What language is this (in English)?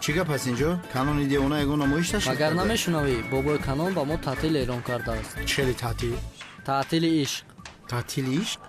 Tajik